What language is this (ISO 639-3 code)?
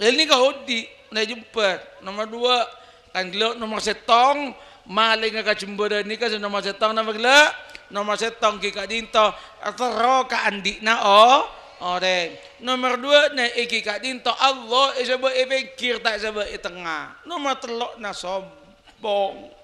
mad